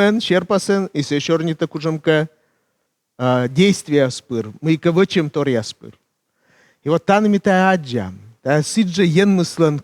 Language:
Komi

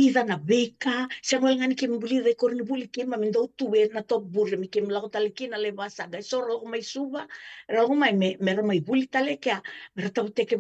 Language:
Fijian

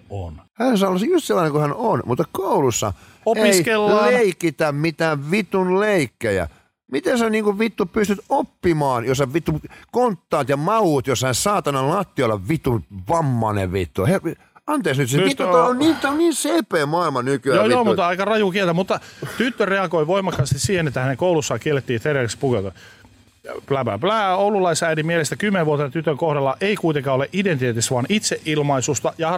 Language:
Finnish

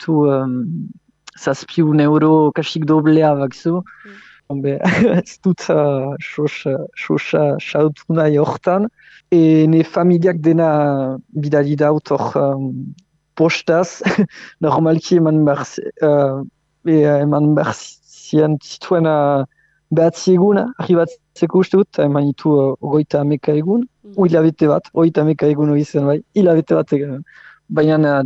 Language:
Basque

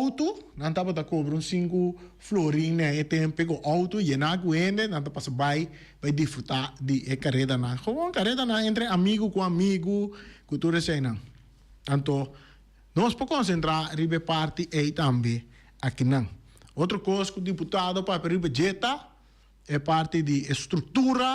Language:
Papiamento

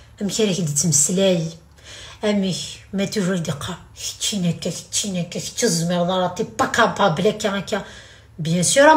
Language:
Kabyle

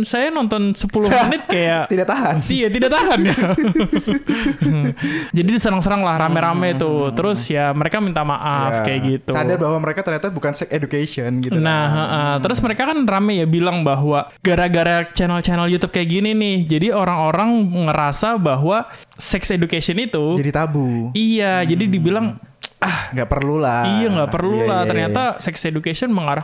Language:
Indonesian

